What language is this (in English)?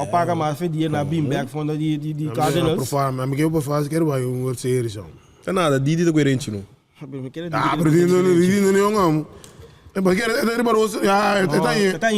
Papiamento